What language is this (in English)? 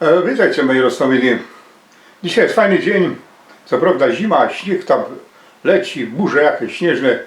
Silesian